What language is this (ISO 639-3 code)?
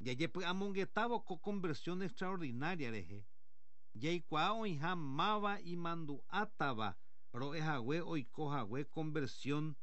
grn